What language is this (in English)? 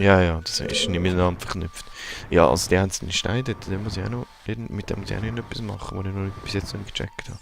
Swiss German